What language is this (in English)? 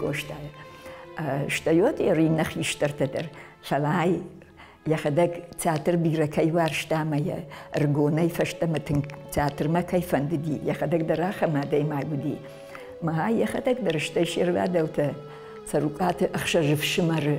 Ossetic